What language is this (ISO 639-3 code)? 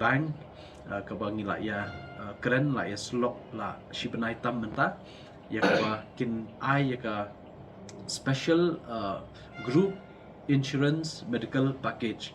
kha